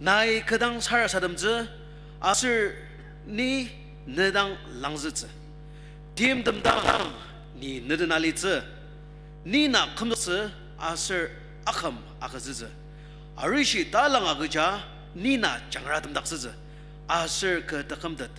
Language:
Ao Naga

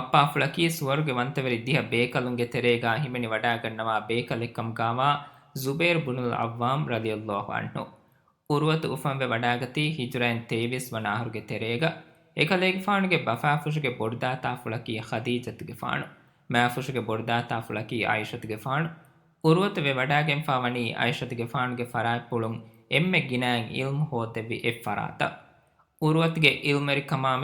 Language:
Divehi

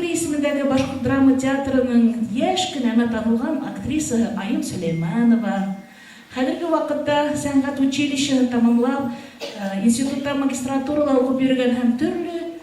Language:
Bashkir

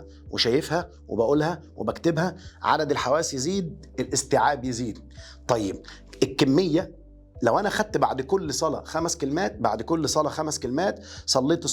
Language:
Egyptian Arabic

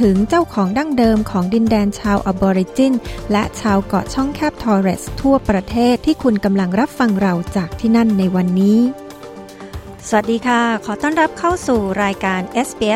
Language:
Thai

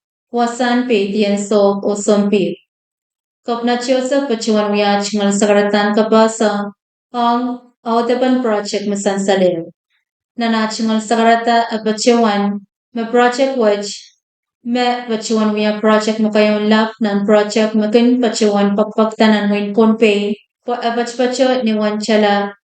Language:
Pohnpeian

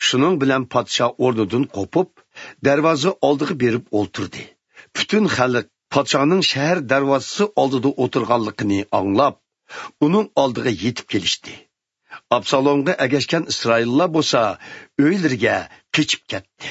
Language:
Uyghur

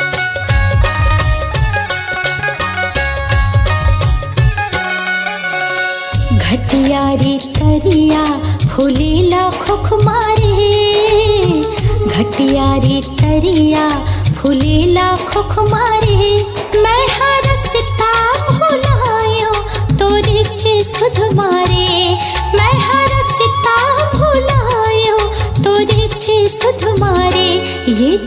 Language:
Chhattisgarhi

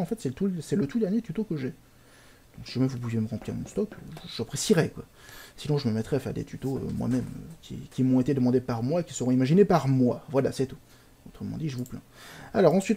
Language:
French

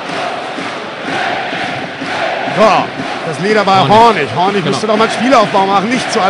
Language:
German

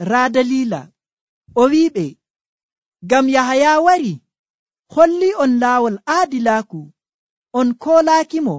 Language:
Nigerian Fulfulde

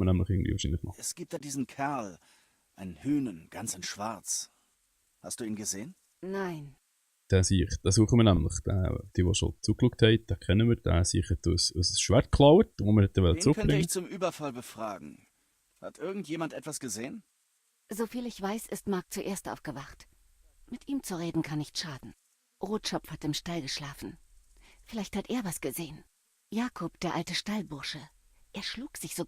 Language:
Swiss German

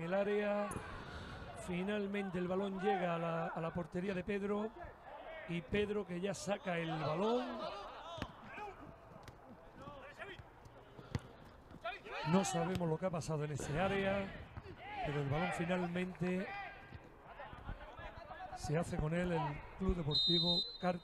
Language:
Spanish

